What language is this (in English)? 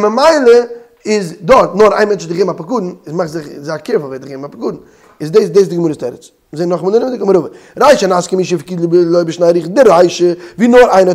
Yiddish